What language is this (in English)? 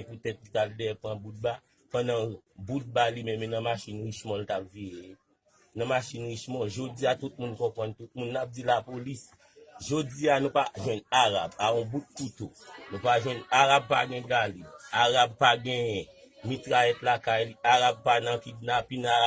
Haitian Creole